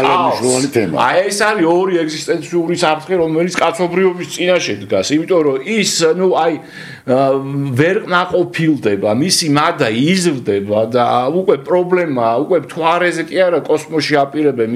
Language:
Georgian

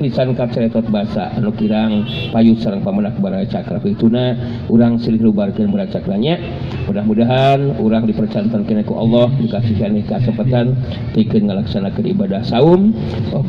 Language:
Sundanese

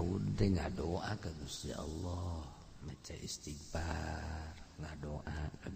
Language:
Sundanese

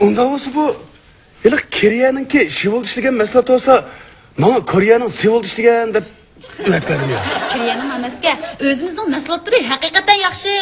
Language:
Uyghur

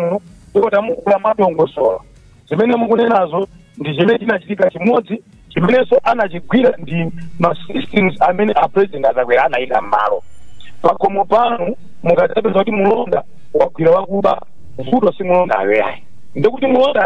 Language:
Nyanja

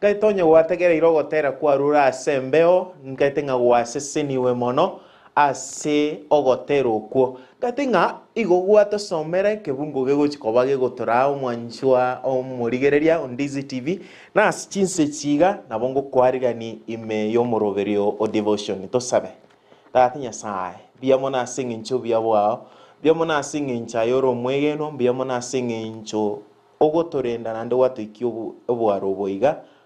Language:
Gusii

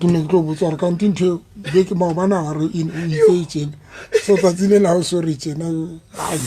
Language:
Southern Sotho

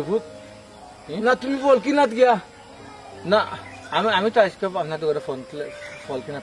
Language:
Sylheti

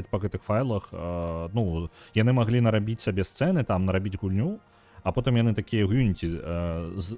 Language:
Belarusian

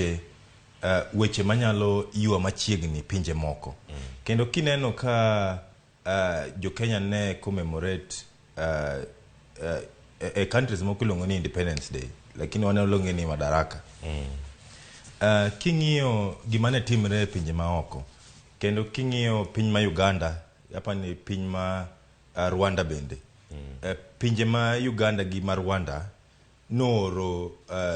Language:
Luo (Kenya and Tanzania)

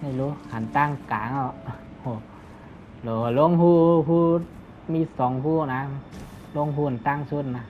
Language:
Shan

